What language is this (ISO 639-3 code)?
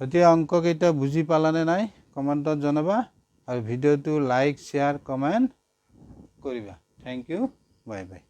asm